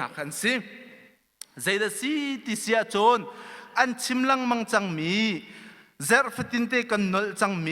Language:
Hakha Chin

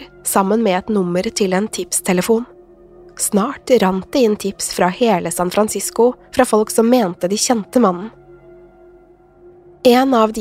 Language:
Norwegian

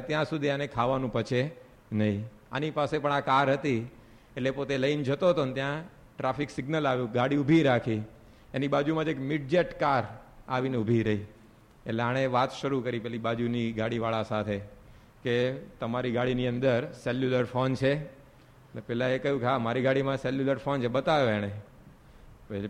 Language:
Gujarati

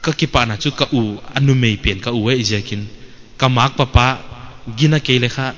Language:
Paite Chin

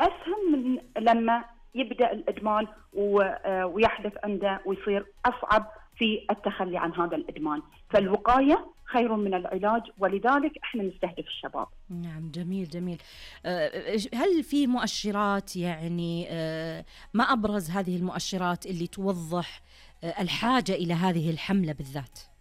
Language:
Najdi Arabic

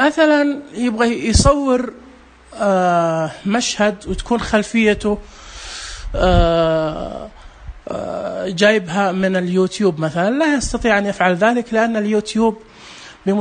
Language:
Najdi Arabic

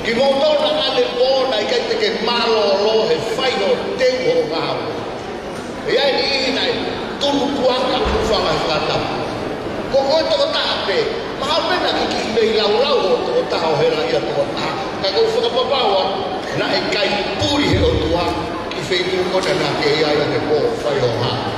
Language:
Tongan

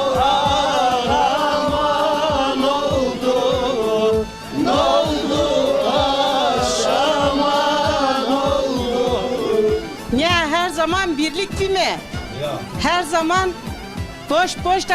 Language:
Zaza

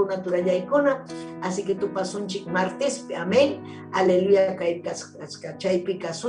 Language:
Ayacucho Quechua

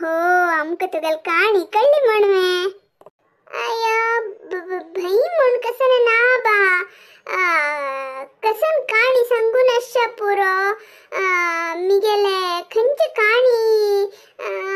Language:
Konkani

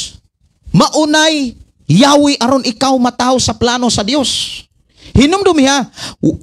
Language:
Cebuano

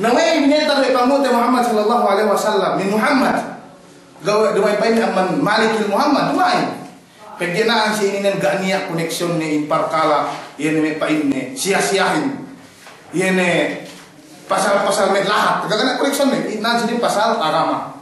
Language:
Yakan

